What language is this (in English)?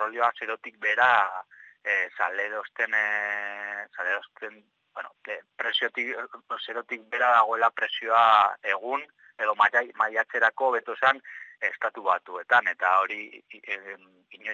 Basque